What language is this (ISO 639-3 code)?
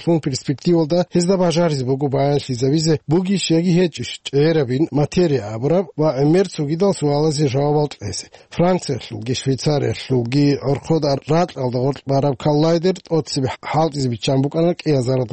ava